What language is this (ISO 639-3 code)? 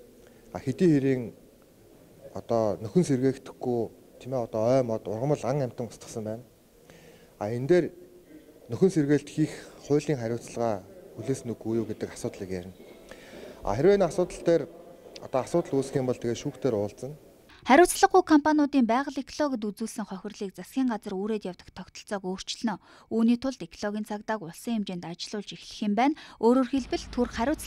mon